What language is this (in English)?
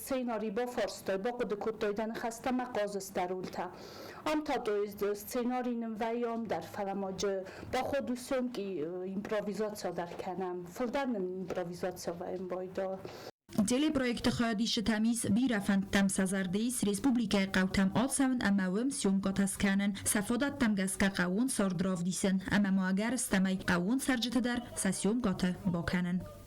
Ossetic